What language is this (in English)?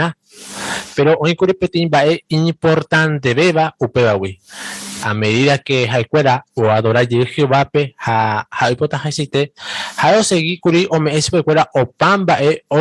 Guarani